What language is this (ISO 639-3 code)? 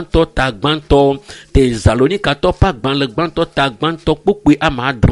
ewe